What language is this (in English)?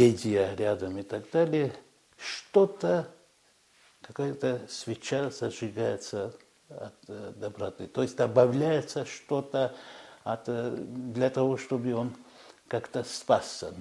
Russian